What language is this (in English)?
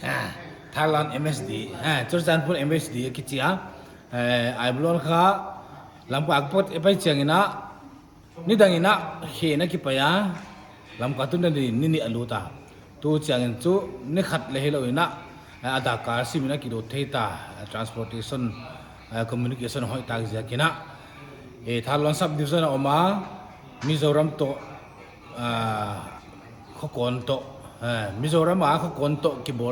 Paite Chin